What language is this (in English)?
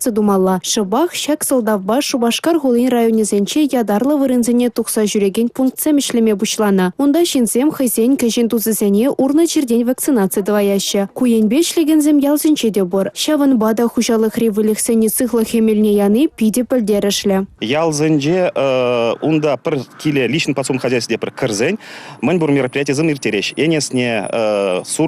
Chuvash